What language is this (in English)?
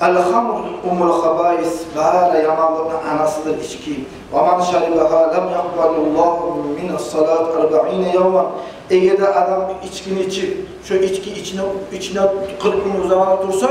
Kumyk